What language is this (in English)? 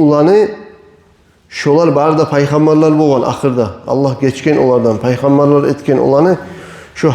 Kumyk